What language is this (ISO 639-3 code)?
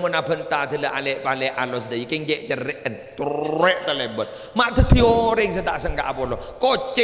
mad